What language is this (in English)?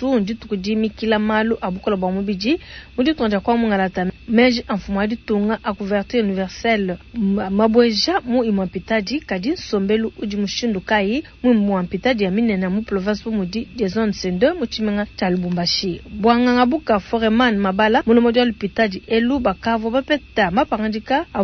Luba-Lulua